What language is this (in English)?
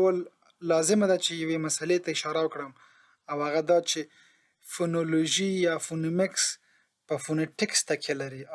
Pashto